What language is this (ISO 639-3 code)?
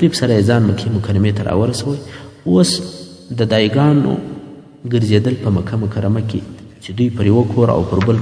pus